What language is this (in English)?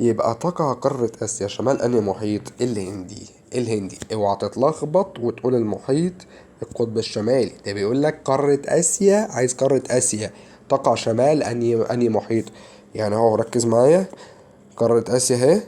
Egyptian Arabic